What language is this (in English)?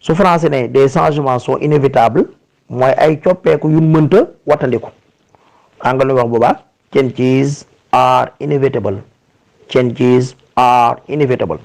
Wolof